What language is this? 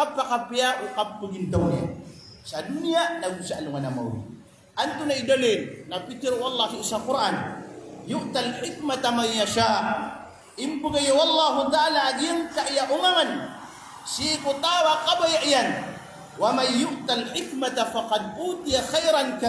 Maranao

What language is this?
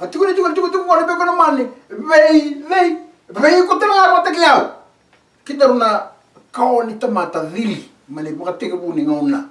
Fijian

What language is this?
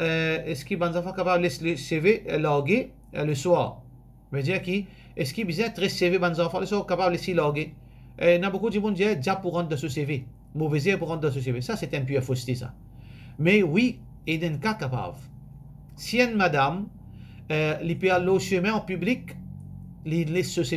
Morisyen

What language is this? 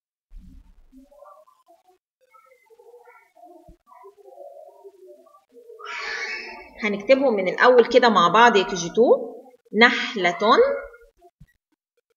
Egyptian Arabic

